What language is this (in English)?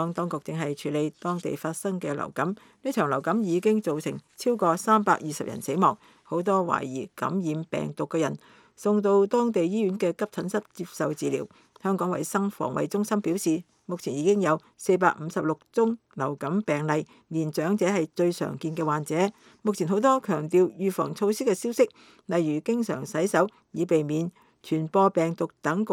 Cantonese